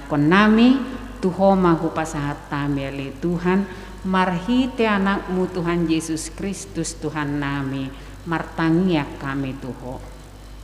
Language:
Batak Toba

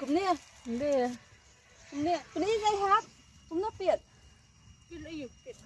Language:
Khasi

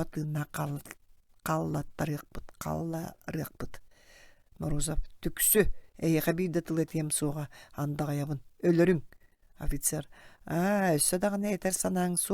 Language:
Yakut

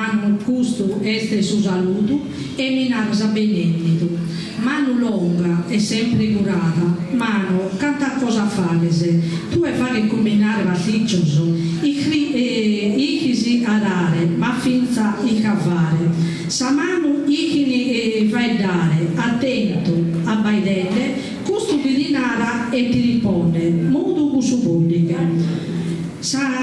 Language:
Sardinian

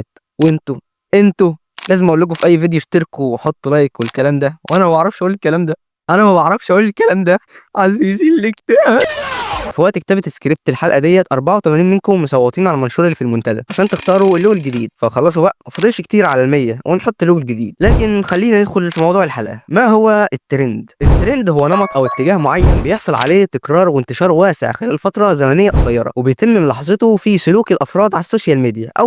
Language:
Egyptian Arabic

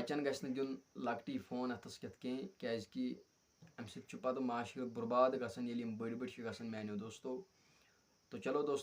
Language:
Kashmiri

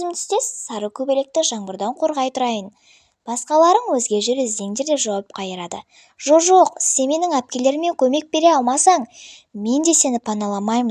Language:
Kazakh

